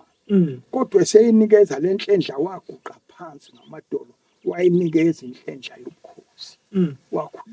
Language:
Zulu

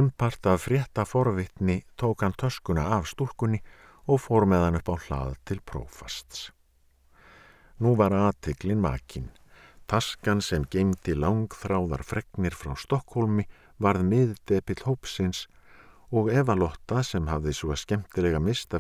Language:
Icelandic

